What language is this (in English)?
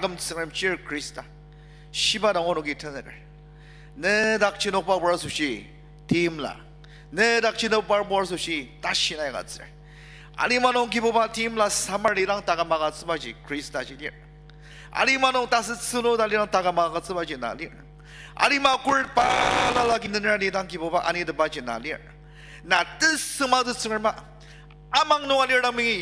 Ao Naga